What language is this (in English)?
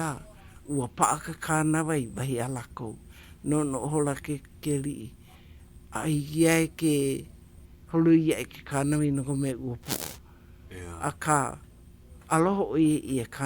Hawaiian